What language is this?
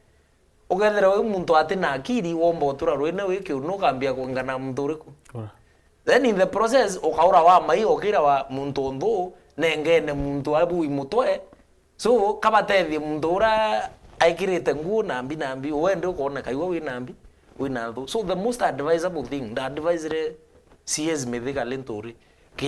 Meru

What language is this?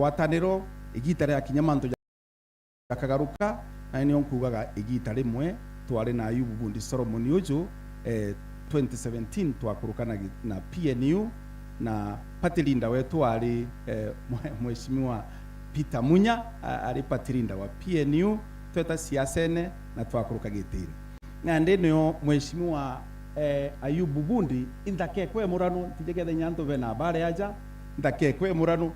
Meru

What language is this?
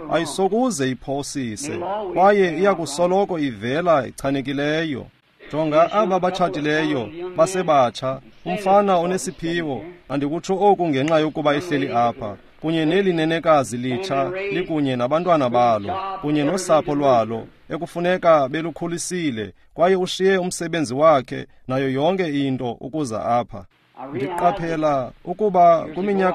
Xhosa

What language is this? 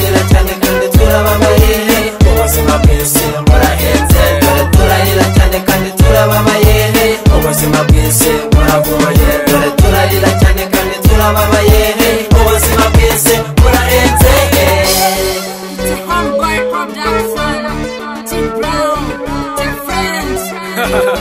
Kinyarwanda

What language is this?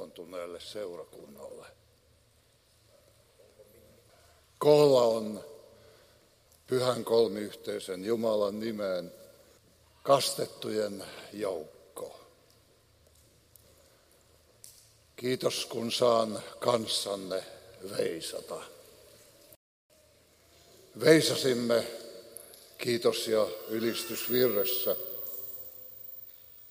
Finnish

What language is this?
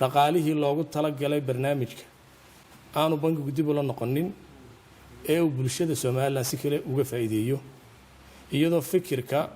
Somali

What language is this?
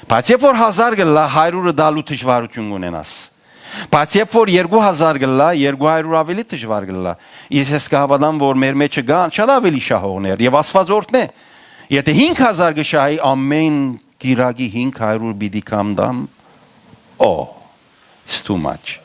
Western Armenian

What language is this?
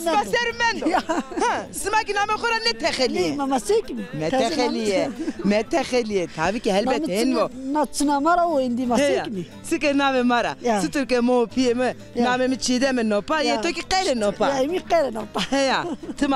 Zaza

